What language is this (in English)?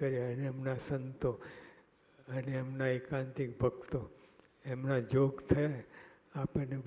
Gujarati